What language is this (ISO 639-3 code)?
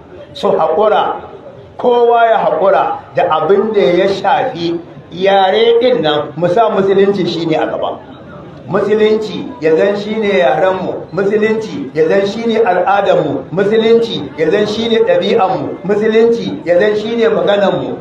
hau